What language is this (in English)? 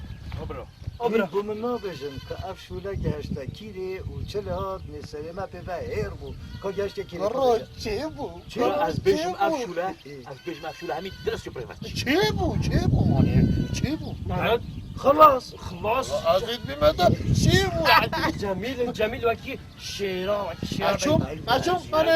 Kurdish